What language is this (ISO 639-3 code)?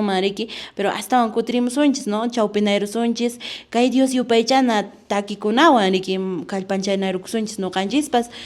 que